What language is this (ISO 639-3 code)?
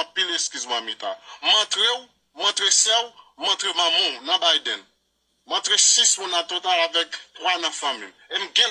hat